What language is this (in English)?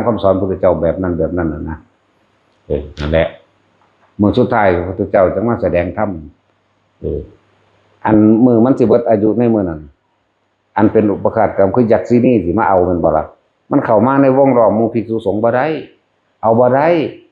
Northeastern Thai